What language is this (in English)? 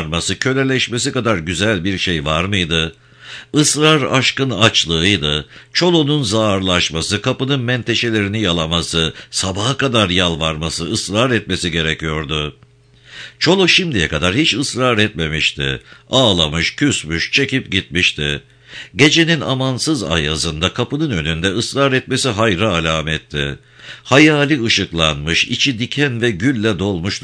Turkish